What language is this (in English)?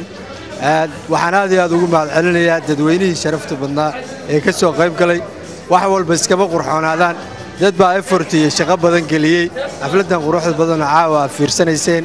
Somali